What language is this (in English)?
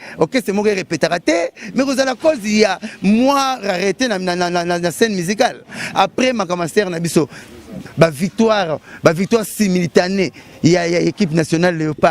Lingala